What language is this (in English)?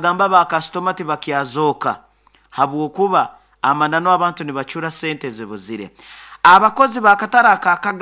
Nyoro